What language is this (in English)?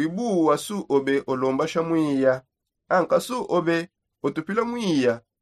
Songe